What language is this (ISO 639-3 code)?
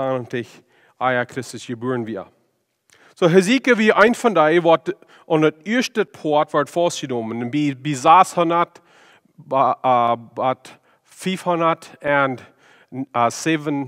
pdt